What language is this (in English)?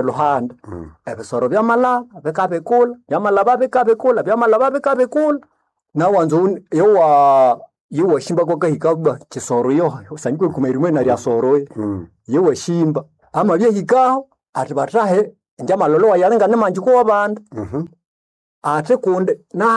Nande